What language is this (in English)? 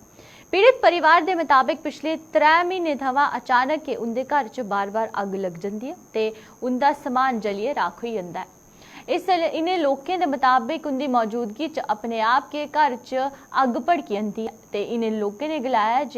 Dogri